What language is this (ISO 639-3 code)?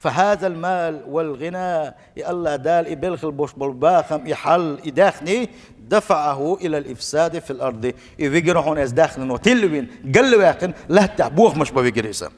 che